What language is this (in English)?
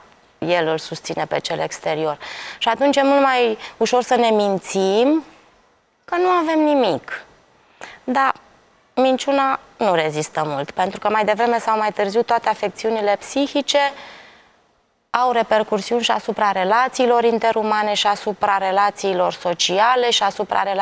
Romanian